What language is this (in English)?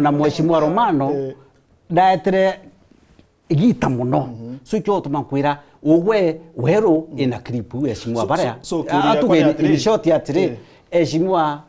Meru